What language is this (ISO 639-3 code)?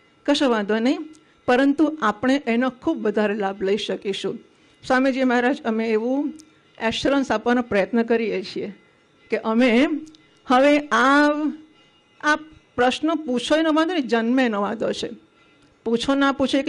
guj